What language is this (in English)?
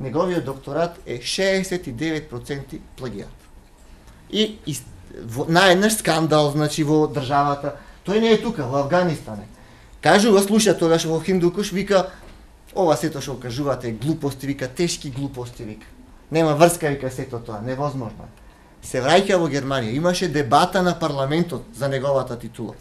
Macedonian